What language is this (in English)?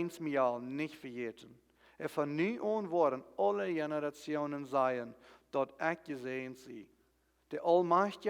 Plautdietsch